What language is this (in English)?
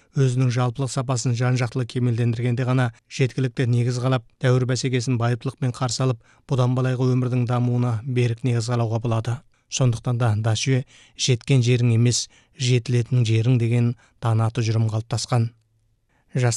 Kazakh